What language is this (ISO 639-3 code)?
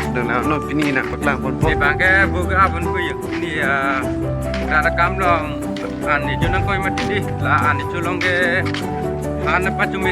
mjw